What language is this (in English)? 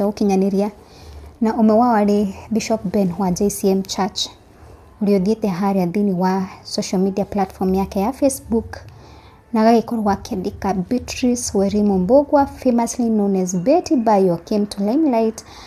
Kikuyu